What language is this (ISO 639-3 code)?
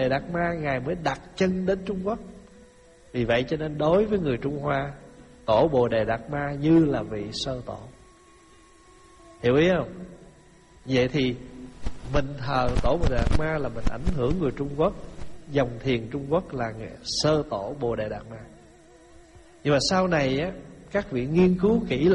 vie